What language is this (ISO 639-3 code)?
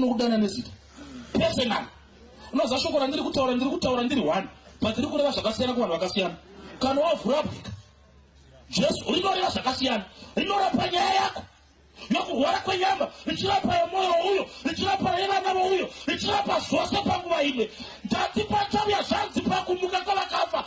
sna